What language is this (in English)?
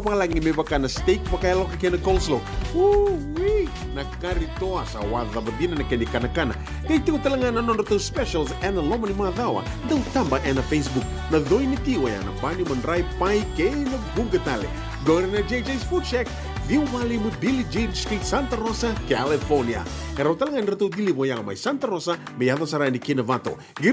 Fijian